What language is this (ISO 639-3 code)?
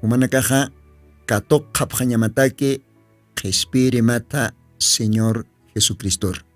aym